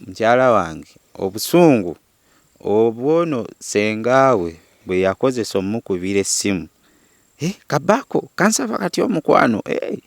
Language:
Ganda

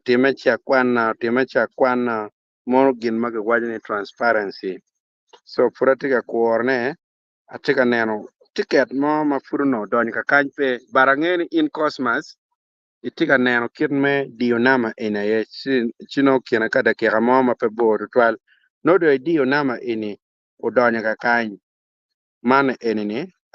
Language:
Acoli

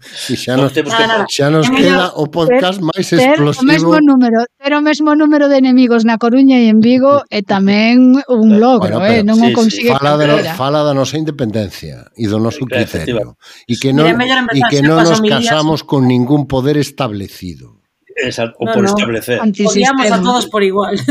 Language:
Galician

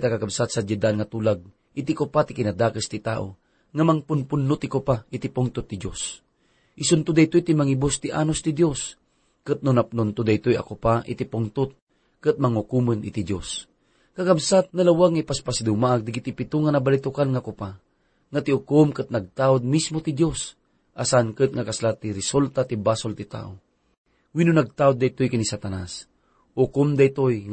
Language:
Iloko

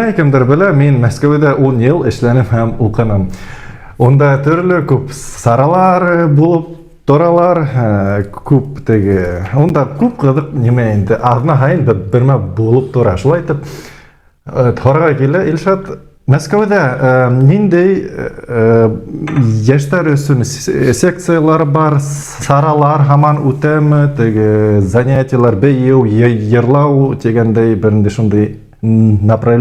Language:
Bashkir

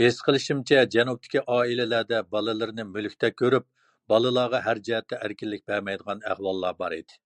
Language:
Uyghur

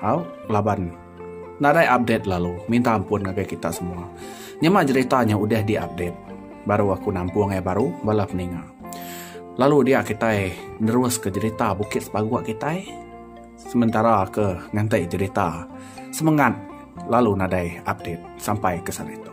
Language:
Iban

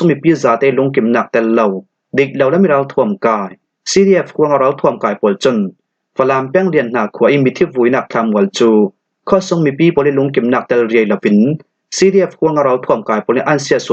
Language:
Falam Chin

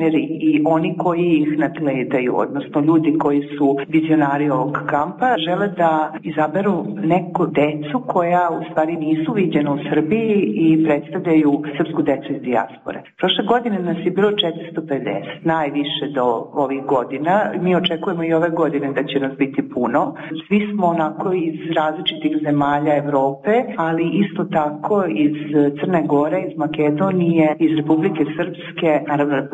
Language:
Serbian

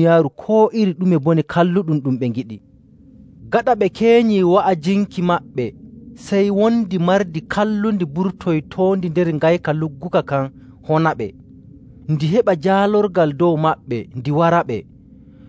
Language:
Nigerian Fulfulde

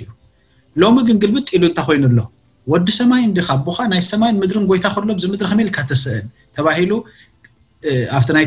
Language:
Tigrinya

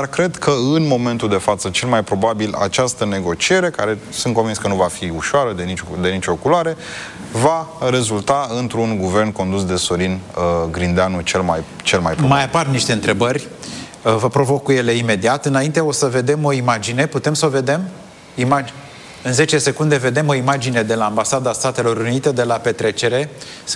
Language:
Romanian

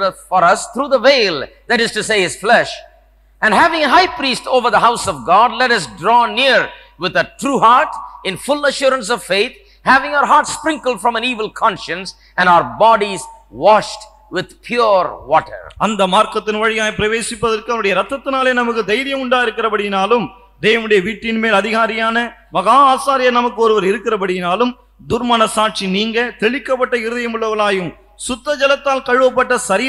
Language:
Tamil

